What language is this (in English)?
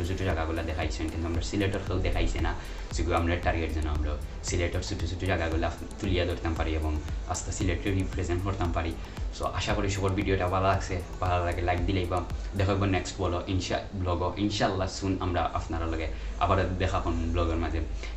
Sylheti